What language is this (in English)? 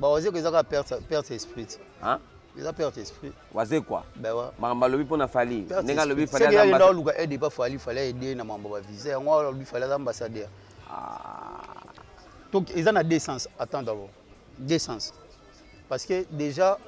Lingala